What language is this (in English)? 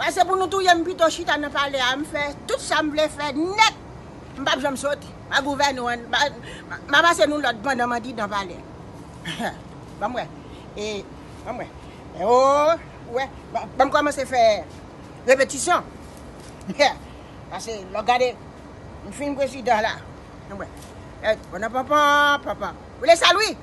Haitian Creole